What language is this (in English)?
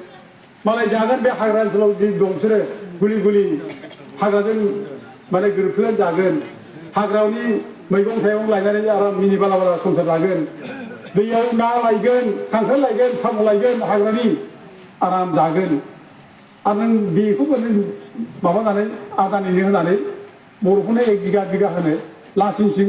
Bodo